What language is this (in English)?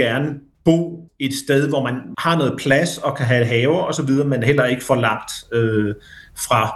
Danish